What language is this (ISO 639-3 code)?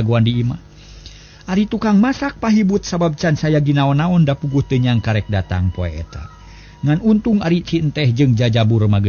sun